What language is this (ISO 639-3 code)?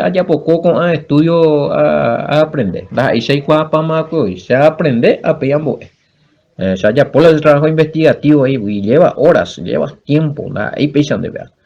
grn